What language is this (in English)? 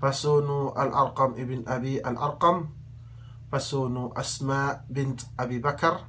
Yakan